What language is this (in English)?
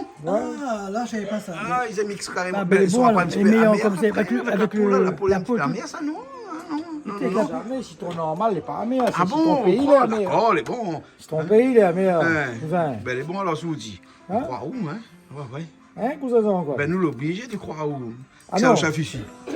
Réunion Creole French